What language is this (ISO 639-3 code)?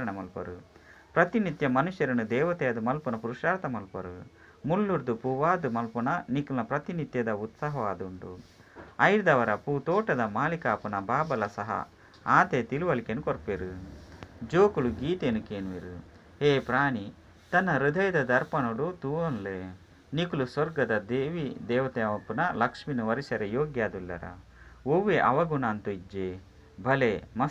tcy